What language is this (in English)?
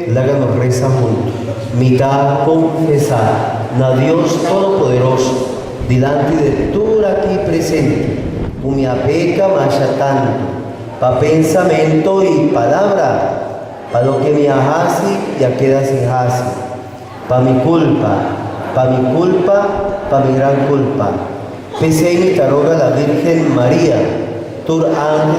Papiamento